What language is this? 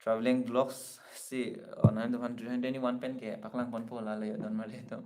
Karbi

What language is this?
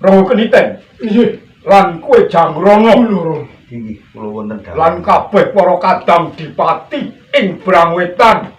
Javanese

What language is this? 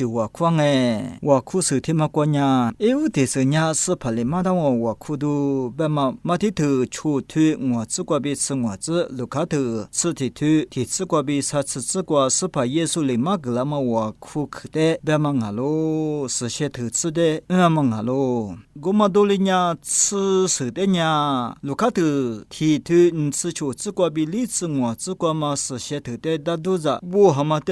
Lisu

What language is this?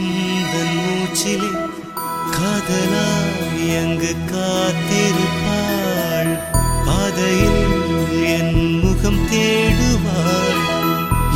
Tamil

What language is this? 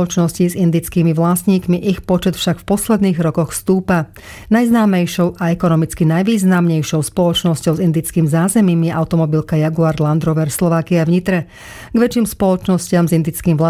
Slovak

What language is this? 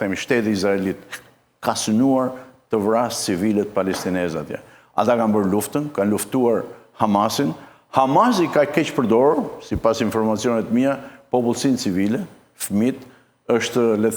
Albanian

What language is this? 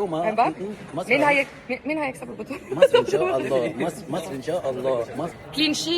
Egyptian Arabic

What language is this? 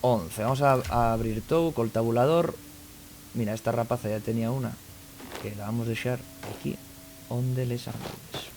Asturian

